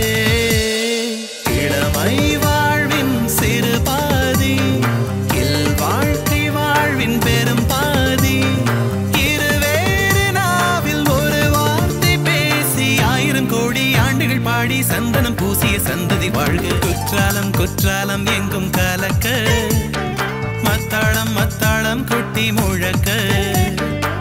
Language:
Tamil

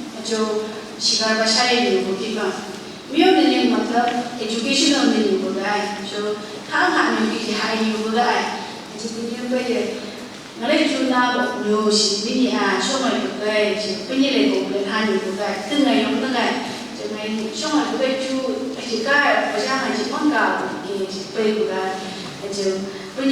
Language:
Phom Naga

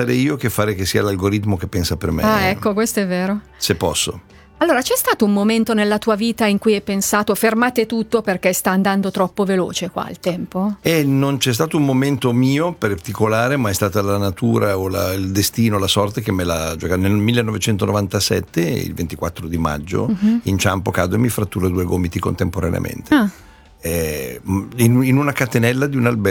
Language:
Italian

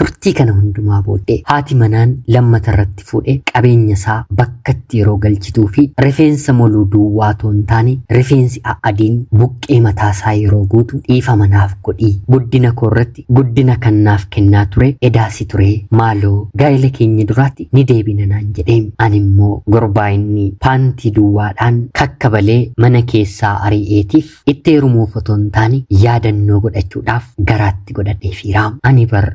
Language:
Oromo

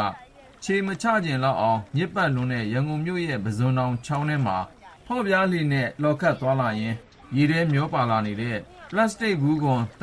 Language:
Burmese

